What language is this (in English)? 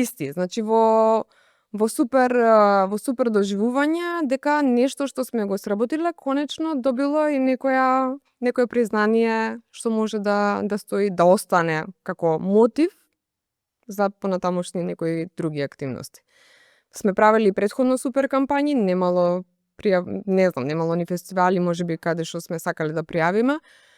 Macedonian